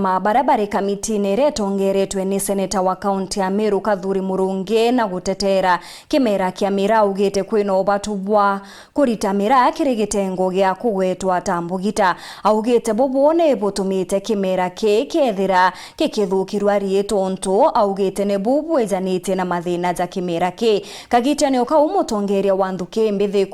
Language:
Meru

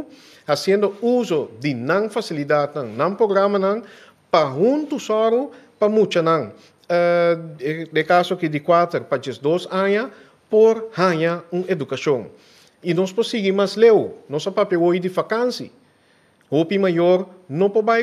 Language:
Papiamento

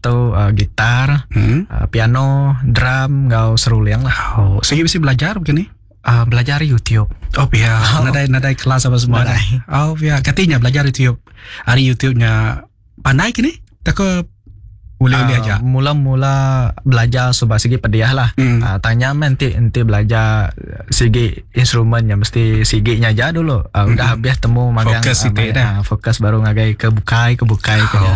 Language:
Iban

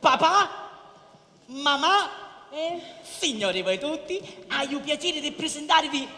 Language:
Sicilian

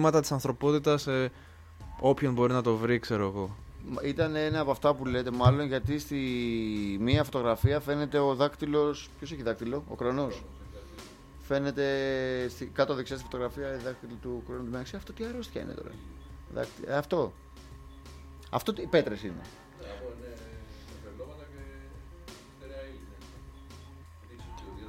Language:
Greek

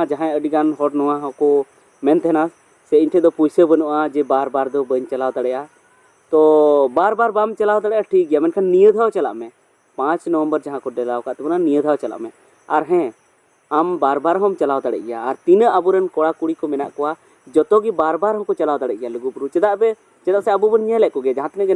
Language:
Santali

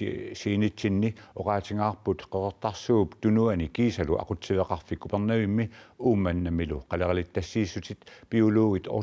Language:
Kalaallisut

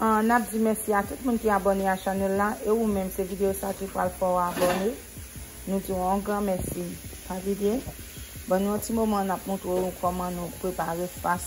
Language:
Haitian Creole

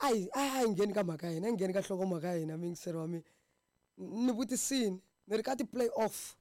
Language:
Tsonga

